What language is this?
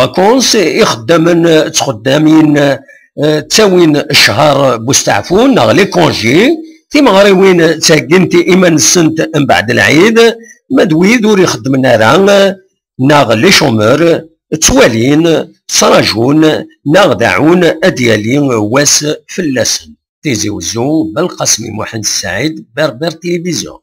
Kabyle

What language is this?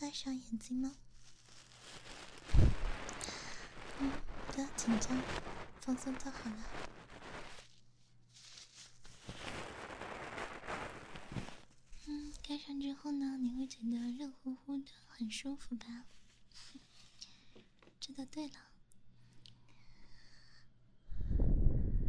Chinese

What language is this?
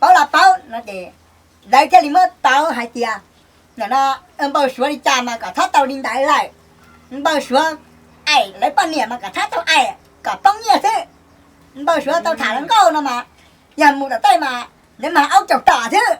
Hmong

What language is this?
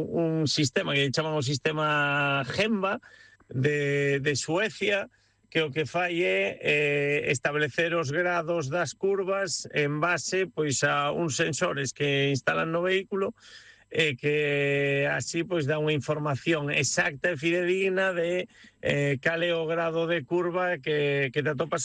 Galician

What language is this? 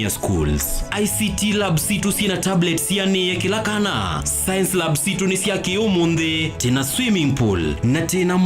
Kamba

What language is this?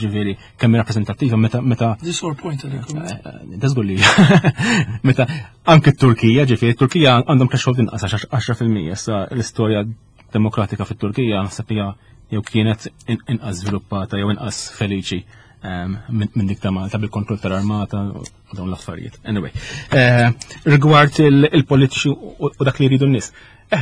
Maltese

